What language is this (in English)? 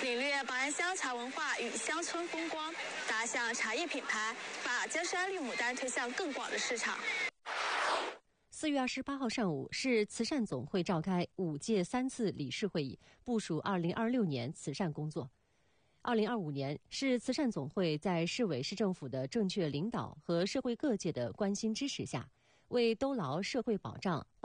Chinese